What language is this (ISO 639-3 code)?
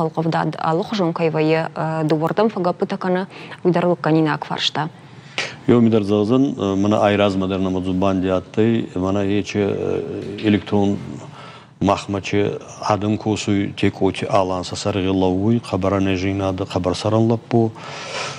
oss